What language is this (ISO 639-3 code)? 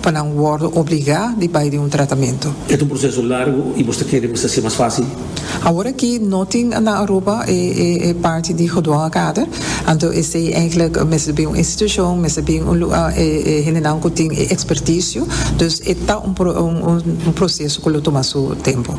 pap